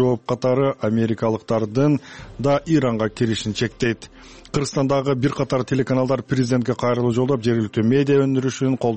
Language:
Kyrgyz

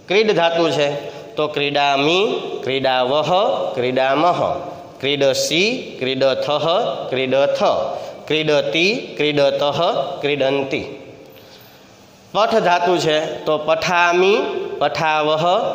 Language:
Gujarati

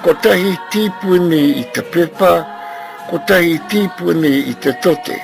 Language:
Māori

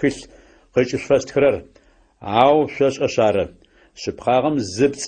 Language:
Adyghe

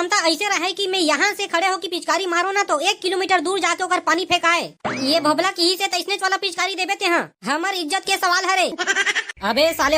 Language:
Chhattisgarhi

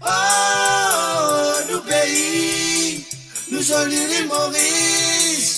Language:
Morisyen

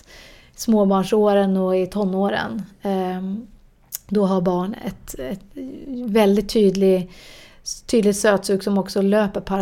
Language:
Swedish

